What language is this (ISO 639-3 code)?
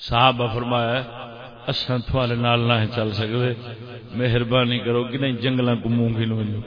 skr